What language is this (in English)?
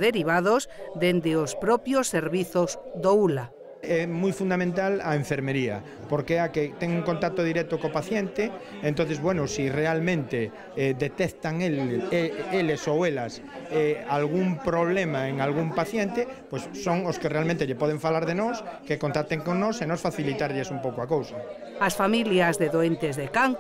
Galician